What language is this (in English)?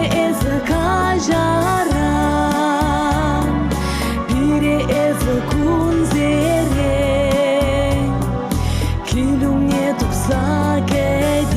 Chuvash